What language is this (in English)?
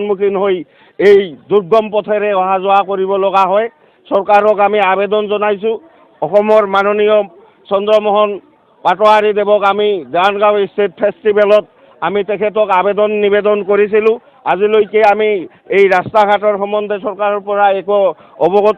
Assamese